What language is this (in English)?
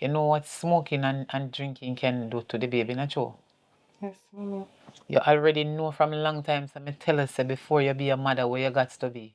Jamaican Creole English